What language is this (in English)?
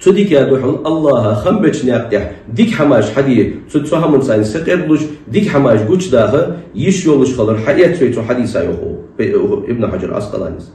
Ingush